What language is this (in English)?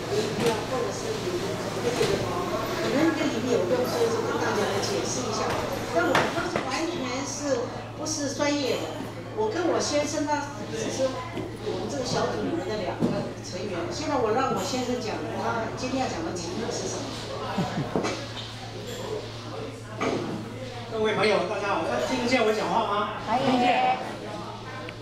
Chinese